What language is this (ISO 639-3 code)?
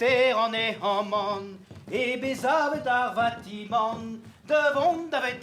bre